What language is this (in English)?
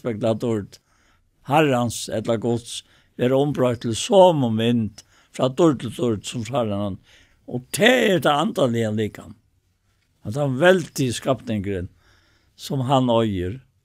Faroese